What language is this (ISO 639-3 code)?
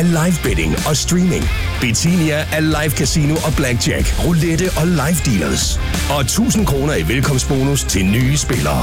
dan